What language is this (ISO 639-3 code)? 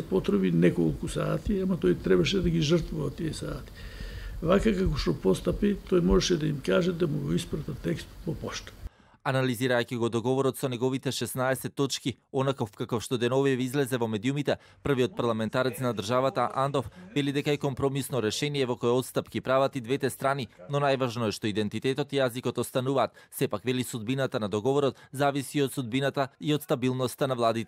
mkd